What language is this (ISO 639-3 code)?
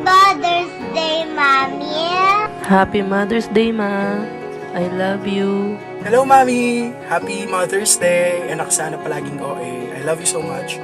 pam